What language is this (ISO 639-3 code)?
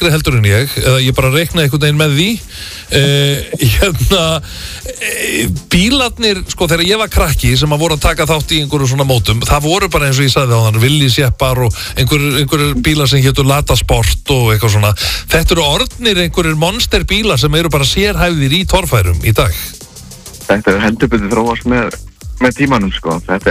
isl